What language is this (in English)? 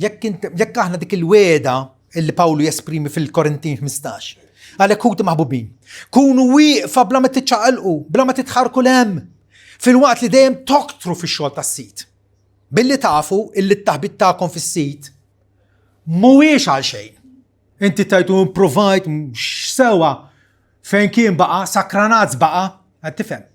Maltese